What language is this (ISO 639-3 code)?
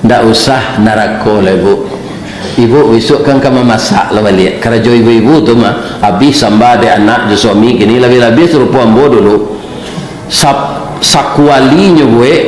min